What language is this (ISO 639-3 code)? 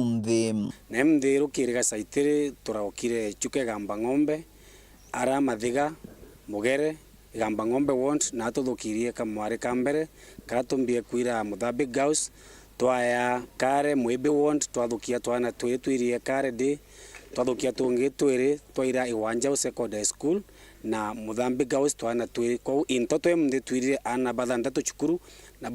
mer